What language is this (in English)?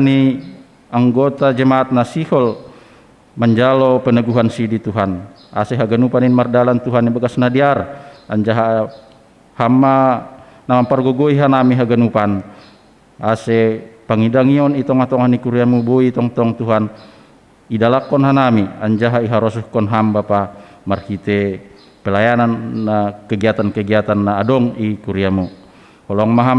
Batak Simalungun